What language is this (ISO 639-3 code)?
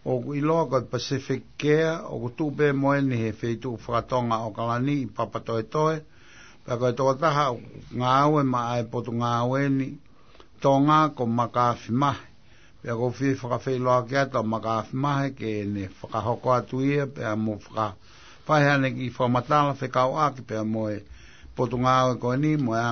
ton